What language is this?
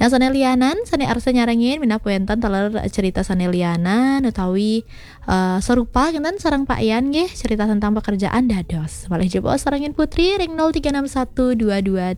Balinese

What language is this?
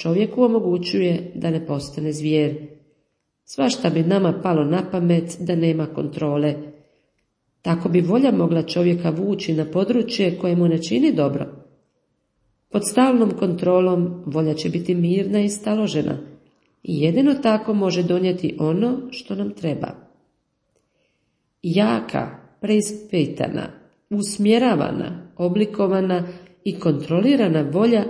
Croatian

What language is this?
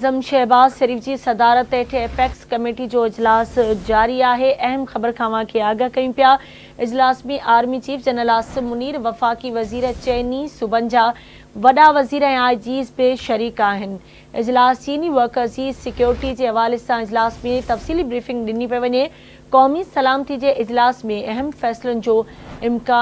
Sindhi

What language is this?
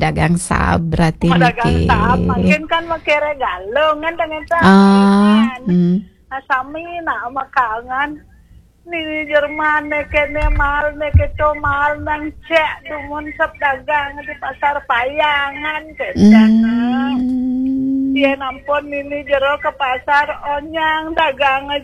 Balinese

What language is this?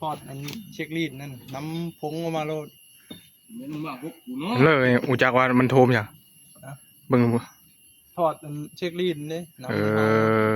Northeastern Thai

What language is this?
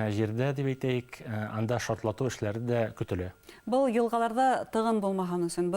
Bashkir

